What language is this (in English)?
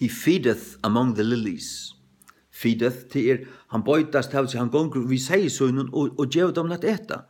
Faroese